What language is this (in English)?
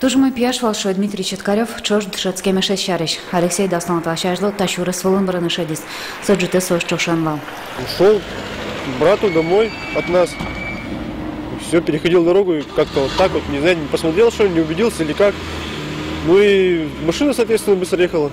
Udmurt